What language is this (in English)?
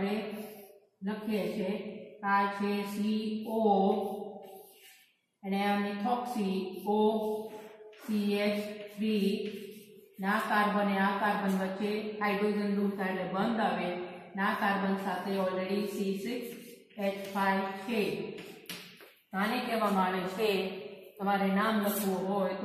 Gujarati